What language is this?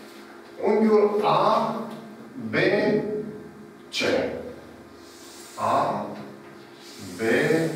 Romanian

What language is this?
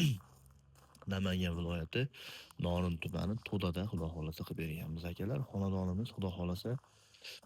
Uzbek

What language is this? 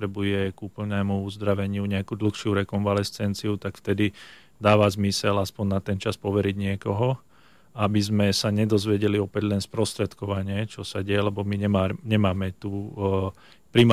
Slovak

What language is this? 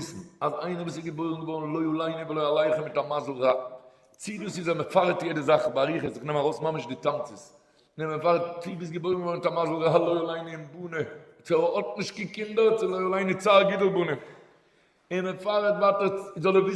Yiddish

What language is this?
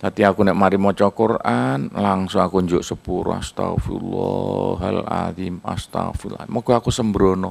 Javanese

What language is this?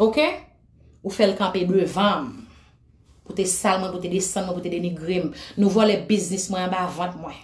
Haitian Creole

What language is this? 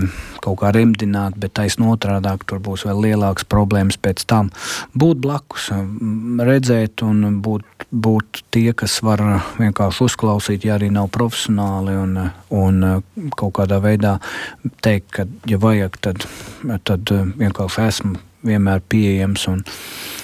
Latvian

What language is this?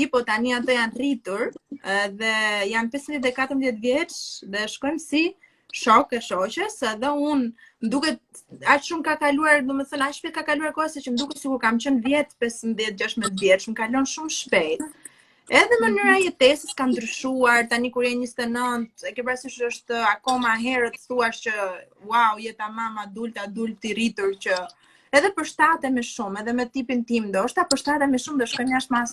Albanian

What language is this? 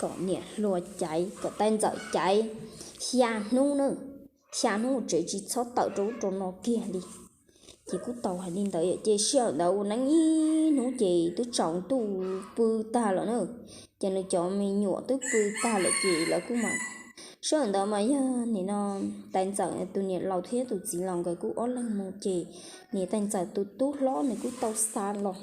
Hmong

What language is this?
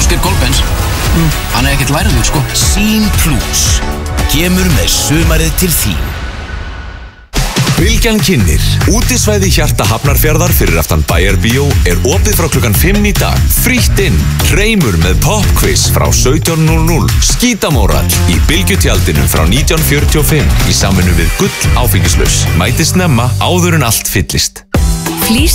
Icelandic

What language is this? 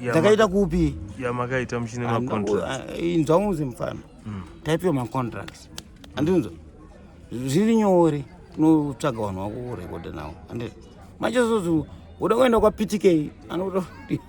Shona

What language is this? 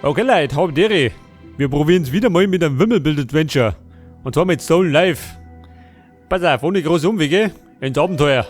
Bavarian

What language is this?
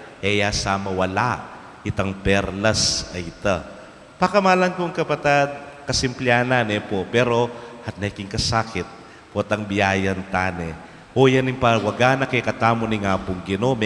Pampanga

